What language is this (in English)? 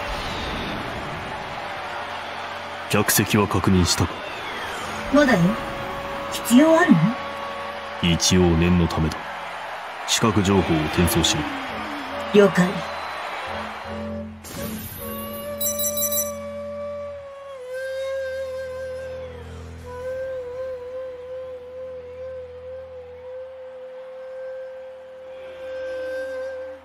Japanese